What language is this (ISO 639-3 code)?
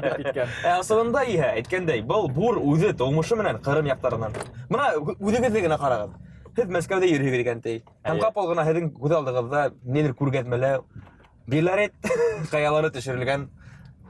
bak